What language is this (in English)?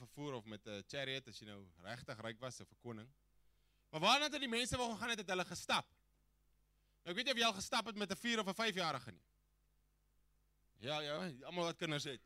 Afrikaans